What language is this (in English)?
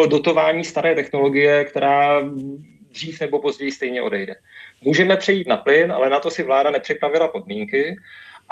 Czech